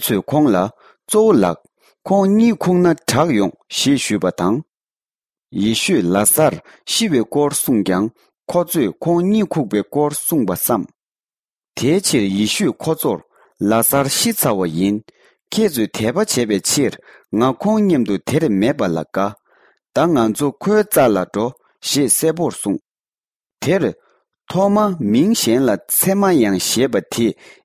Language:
Tibetan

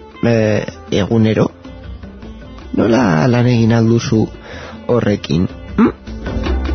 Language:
Basque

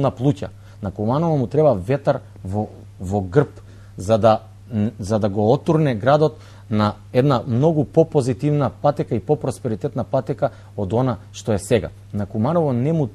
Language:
Macedonian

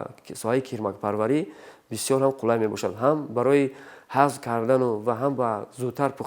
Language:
Tajik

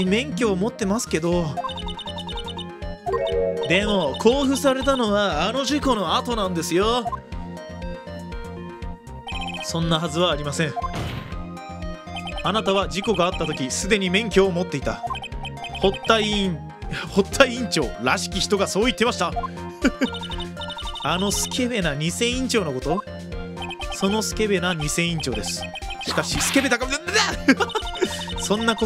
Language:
Japanese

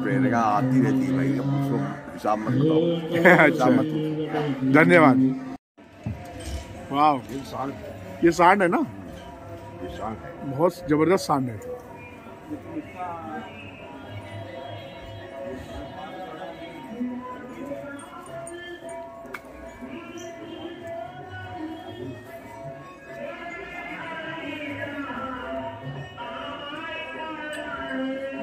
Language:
Hindi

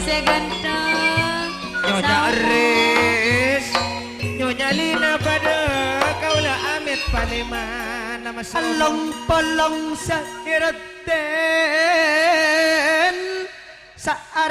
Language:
Madurese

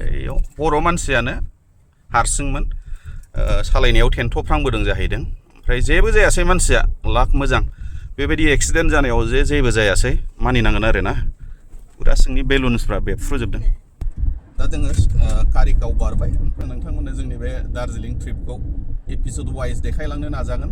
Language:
Bodo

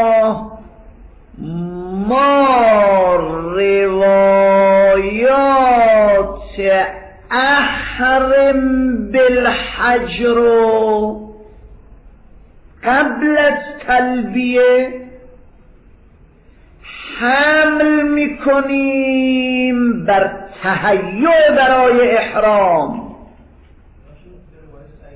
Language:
Persian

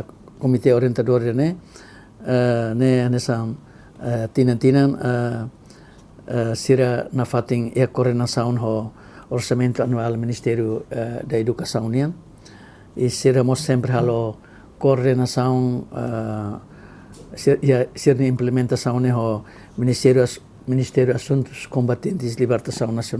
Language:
Tetum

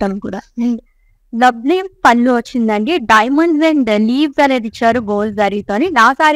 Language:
Telugu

